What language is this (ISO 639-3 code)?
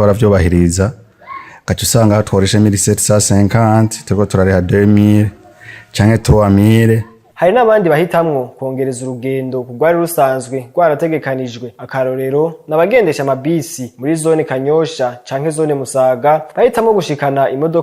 run